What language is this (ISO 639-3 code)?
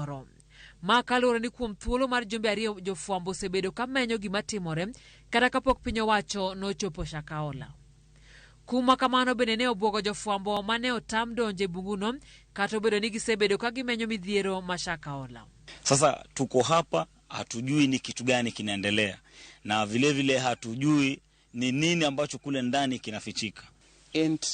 luo